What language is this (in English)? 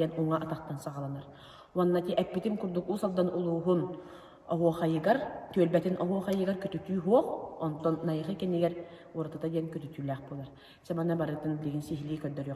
Yakut